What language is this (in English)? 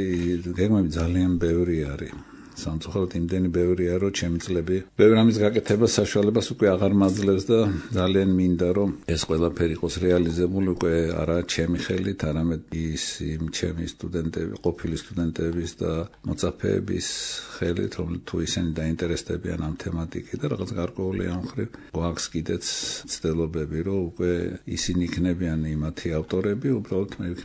Georgian